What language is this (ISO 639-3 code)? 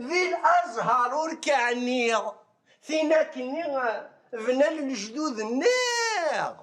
kab